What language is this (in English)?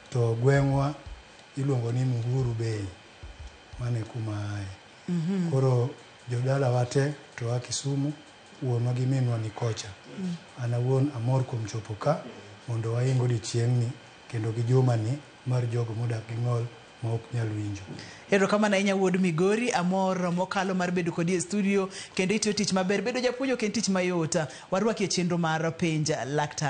Luo (Kenya and Tanzania)